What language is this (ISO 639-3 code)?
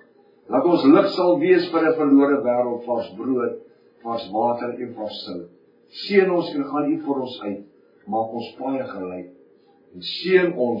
afr